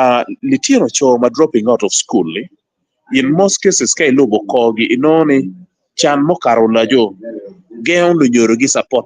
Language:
Acoli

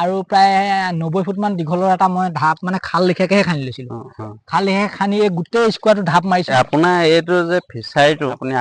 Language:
Assamese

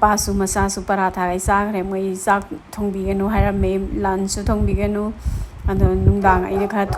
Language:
Manipuri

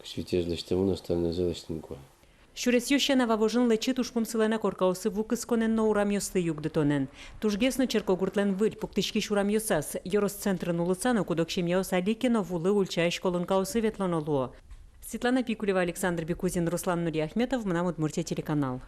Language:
Udmurt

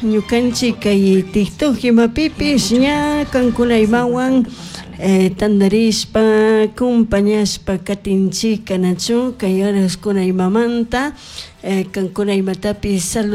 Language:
Chimborazo Highland Quichua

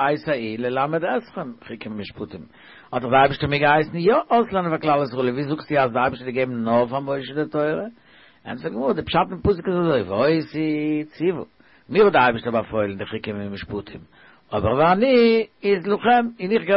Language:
Yiddish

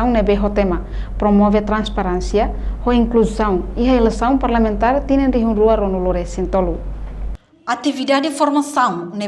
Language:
Tetum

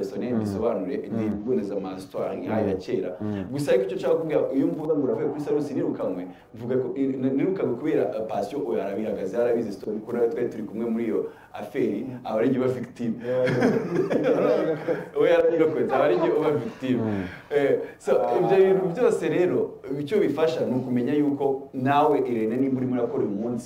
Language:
Kinyarwanda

